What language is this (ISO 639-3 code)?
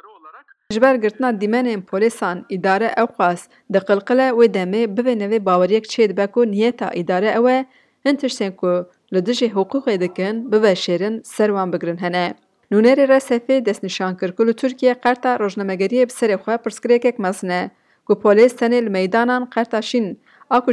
kur